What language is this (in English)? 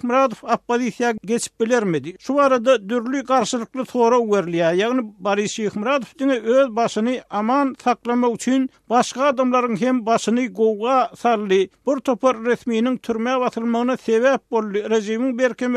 Turkmen